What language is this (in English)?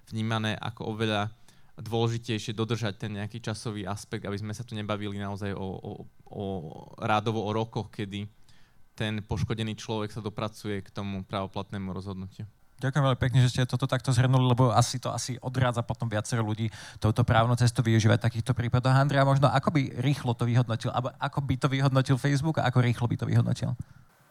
Slovak